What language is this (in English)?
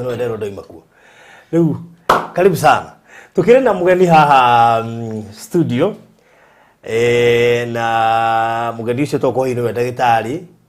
Kikuyu